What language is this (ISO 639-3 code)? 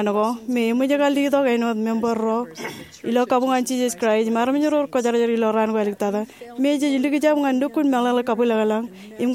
mah